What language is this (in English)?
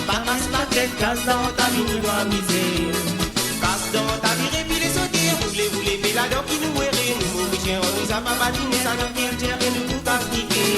Morisyen